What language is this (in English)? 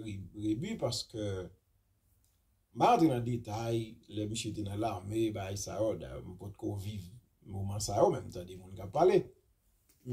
Haitian Creole